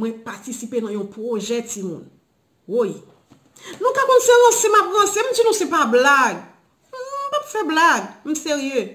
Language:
Haitian Creole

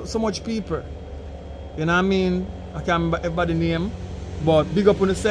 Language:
Jamaican Creole English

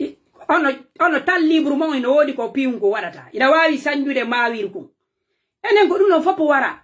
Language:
Pular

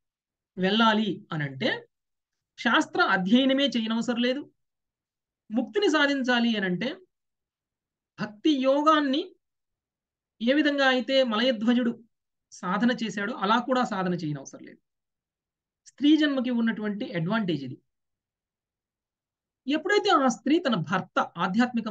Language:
Telugu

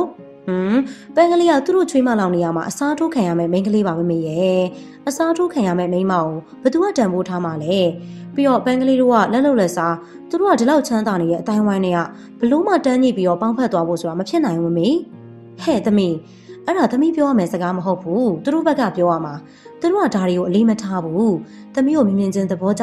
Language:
Burmese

